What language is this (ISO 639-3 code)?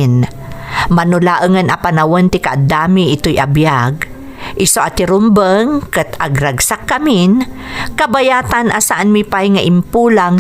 ilo